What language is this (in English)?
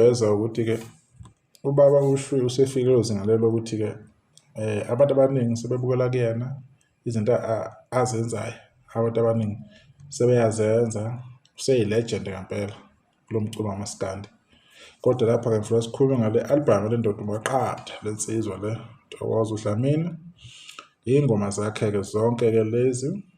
Zulu